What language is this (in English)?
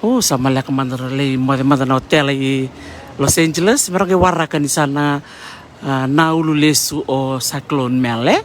Fijian